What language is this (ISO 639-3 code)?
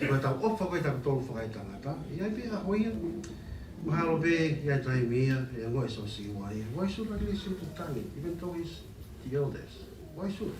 ton